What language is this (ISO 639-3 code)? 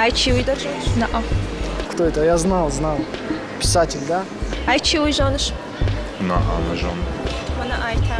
oss